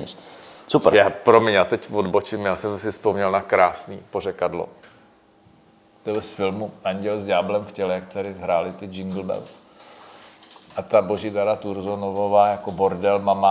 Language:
Czech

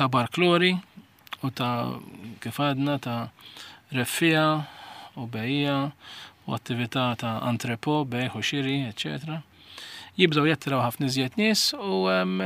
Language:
Maltese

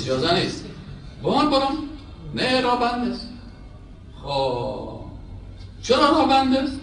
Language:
Persian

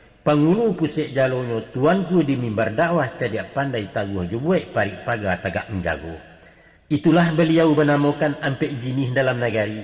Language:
Minangkabau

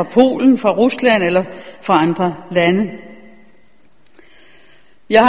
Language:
Danish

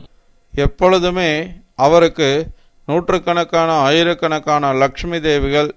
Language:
Tamil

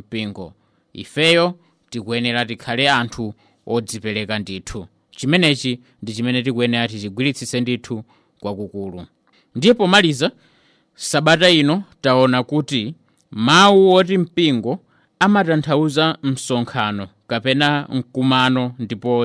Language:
Nyanja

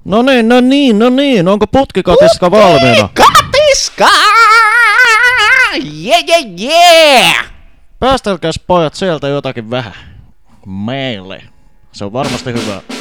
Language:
Finnish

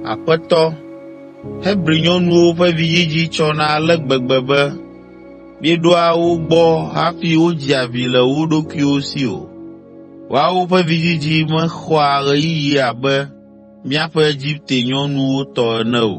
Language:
Ewe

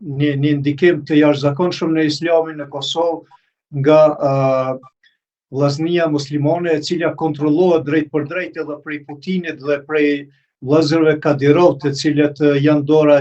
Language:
Albanian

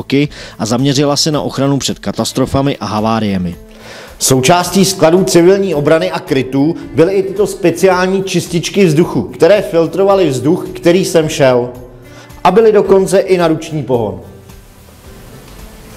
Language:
Czech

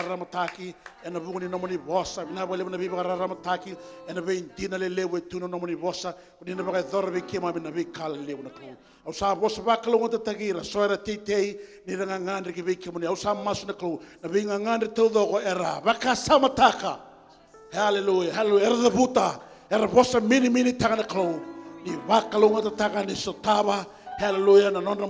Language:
Fijian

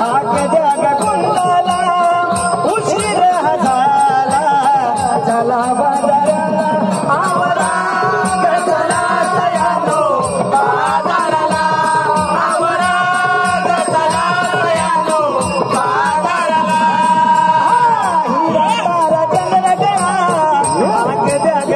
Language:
Marathi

